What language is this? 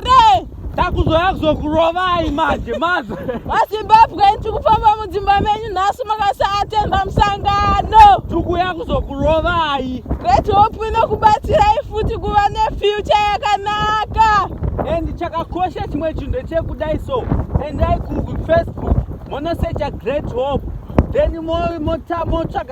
Shona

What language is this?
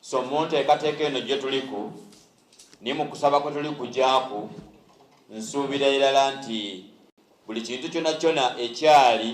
Soga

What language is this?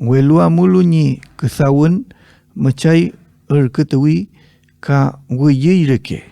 Mapuche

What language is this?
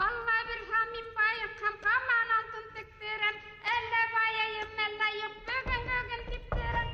Bashkir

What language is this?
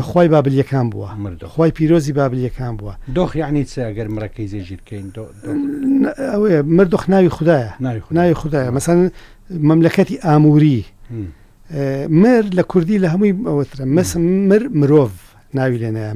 Central Kurdish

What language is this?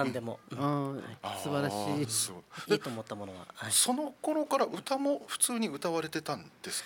Japanese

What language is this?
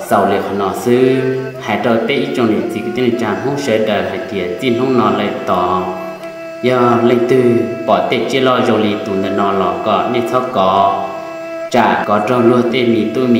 Hmong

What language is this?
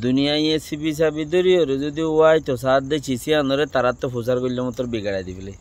Rohingya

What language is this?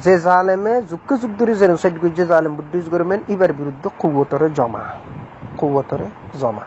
Rohingya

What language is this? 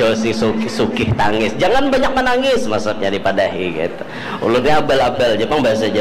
Banjar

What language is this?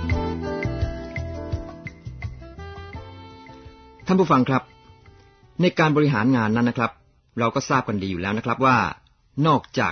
Thai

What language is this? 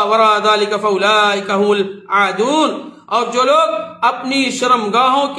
Urdu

